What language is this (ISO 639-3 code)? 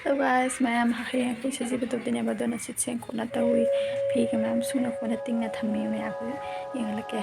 mni